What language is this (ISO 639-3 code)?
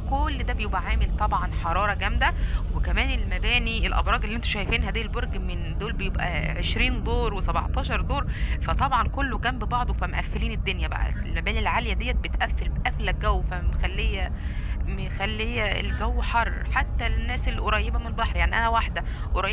arz